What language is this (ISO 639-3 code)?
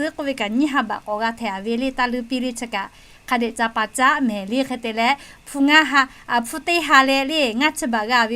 lhu